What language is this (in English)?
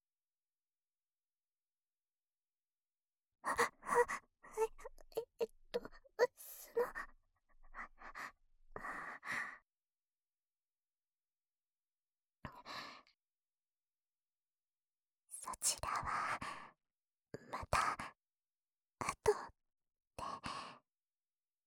Japanese